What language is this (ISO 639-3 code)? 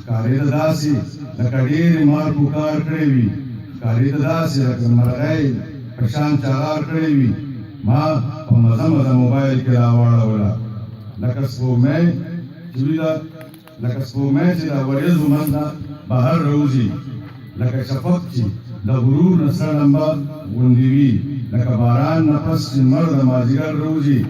pus